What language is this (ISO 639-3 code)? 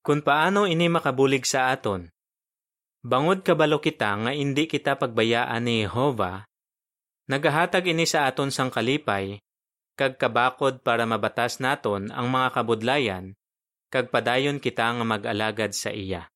hil